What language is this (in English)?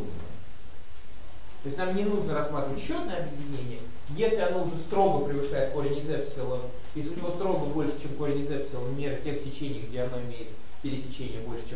Russian